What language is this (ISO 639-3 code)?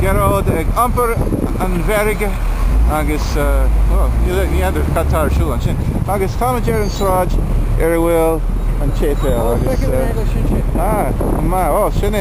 gle